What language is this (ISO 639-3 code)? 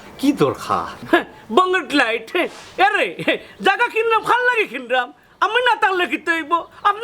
syl